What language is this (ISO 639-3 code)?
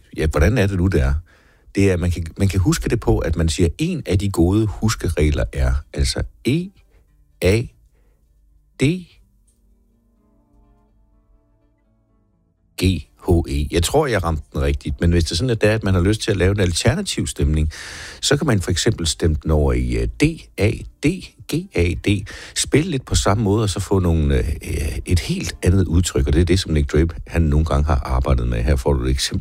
dan